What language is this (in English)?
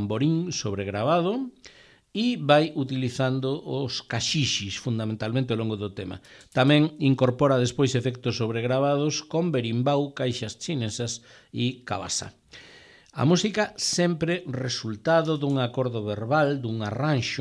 Galician